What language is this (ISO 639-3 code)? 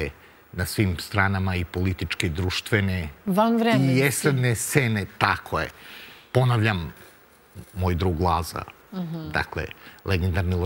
srp